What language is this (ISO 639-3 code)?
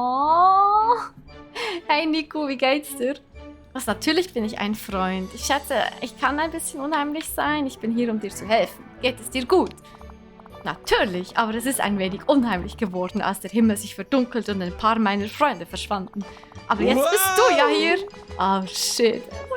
gsw